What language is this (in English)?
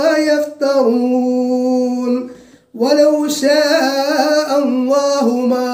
Malayalam